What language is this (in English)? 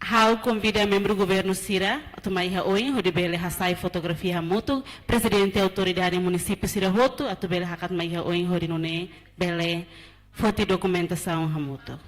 Tetum